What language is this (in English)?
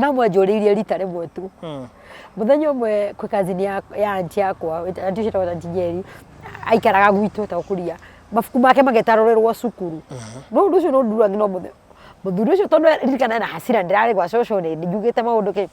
Kikuyu